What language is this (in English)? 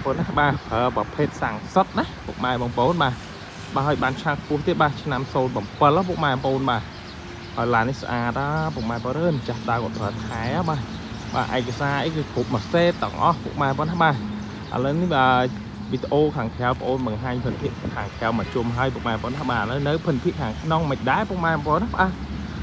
Khmer